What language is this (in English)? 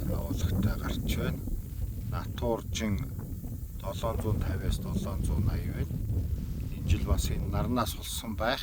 Mongolian